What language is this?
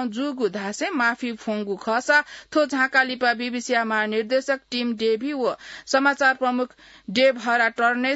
Newari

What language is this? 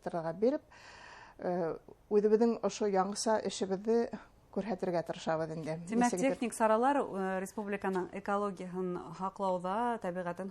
Bashkir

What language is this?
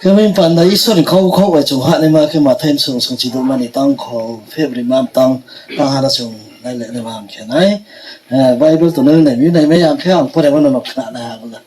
Riang (India)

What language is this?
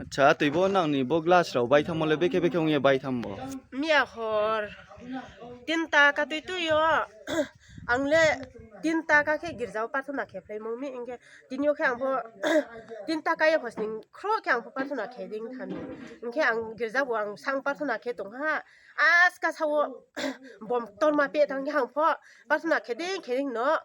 Riang (India)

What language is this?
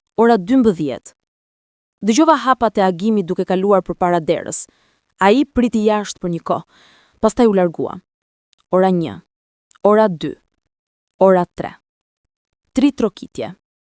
Albanian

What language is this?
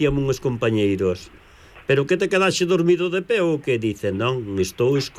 Galician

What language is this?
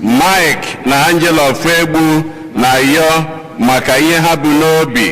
Igbo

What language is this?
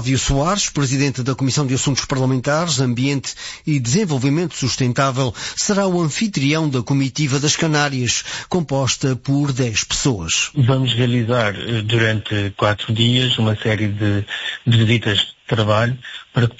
Portuguese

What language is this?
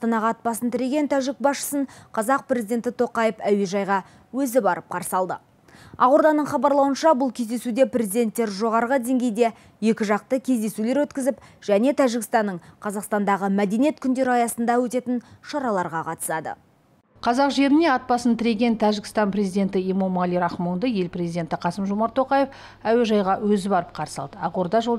Kazakh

